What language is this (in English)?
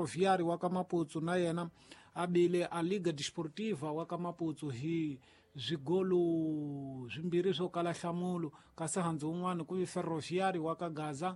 Tsonga